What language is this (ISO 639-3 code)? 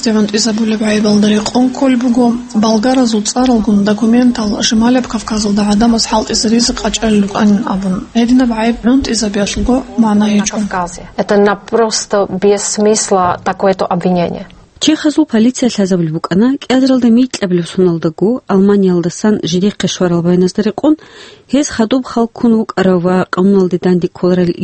ava